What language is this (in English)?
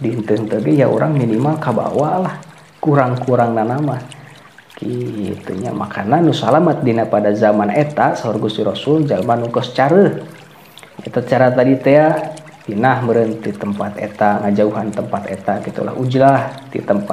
Sundanese